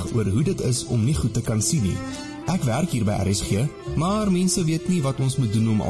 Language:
Afrikaans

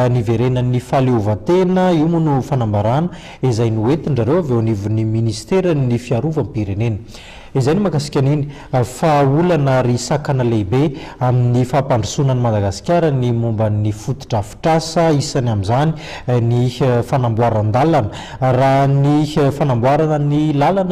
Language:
Malagasy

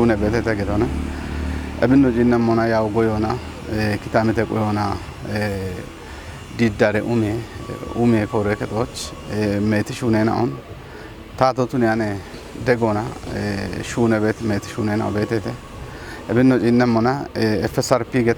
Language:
Kafa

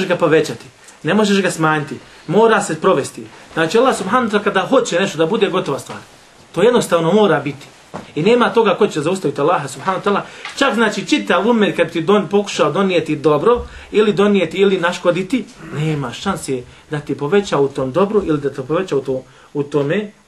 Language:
Bosnian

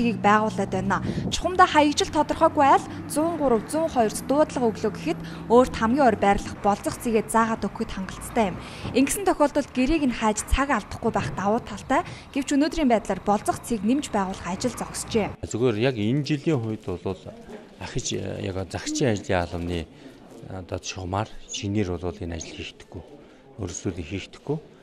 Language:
Mongolian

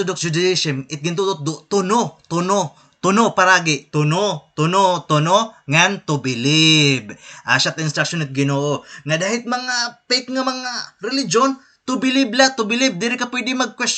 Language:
Waray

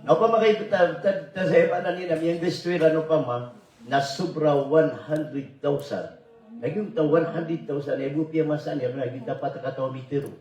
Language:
Maranao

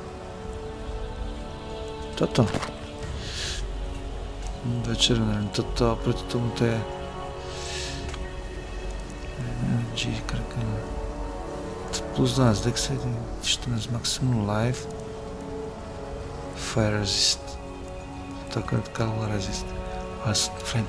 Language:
Slovak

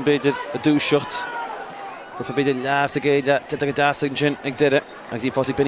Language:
Irish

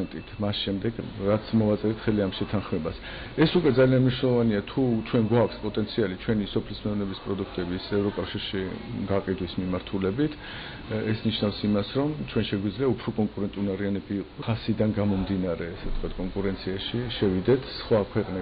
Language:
Georgian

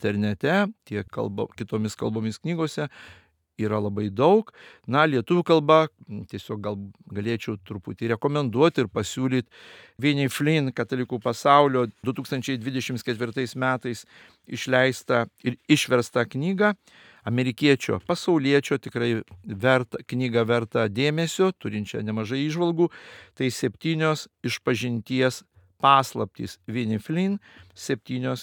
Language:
Lithuanian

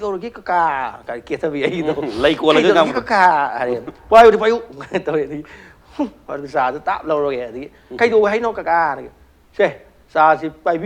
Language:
Manipuri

